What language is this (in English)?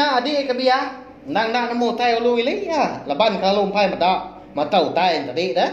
Iban